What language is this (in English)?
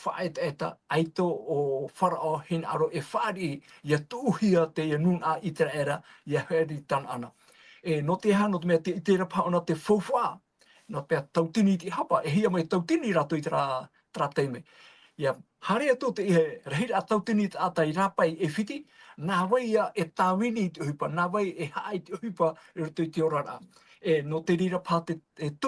Tahitian